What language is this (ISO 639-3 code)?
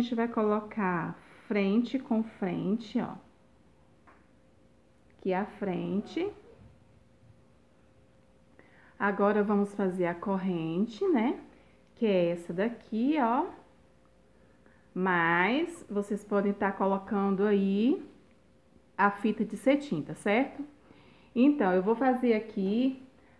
por